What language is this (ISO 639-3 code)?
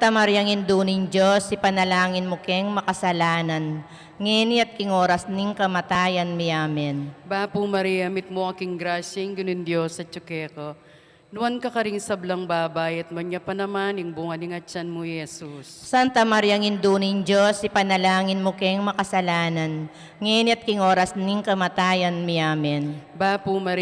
pam